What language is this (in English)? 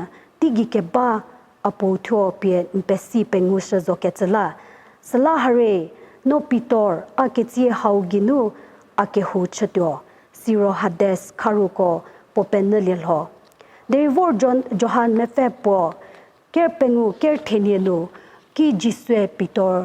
Angami Naga